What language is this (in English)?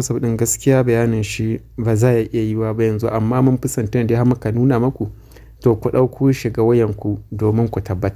Hausa